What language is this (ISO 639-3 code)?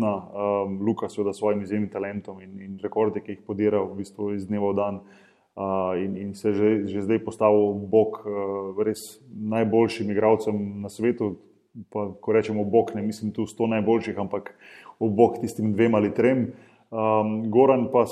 slv